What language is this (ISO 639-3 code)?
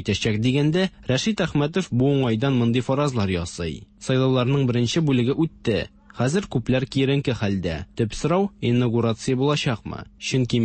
tat